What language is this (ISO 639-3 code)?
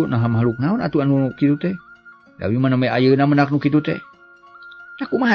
sun